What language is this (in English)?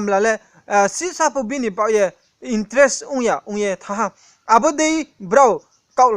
Riang (India)